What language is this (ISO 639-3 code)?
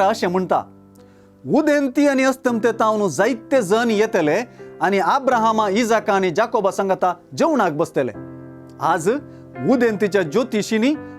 kok